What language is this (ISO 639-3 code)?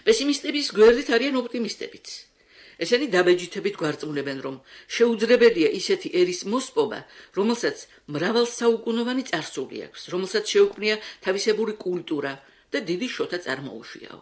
kat